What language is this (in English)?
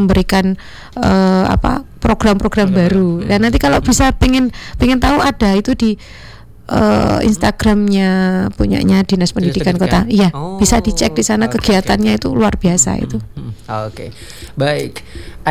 Indonesian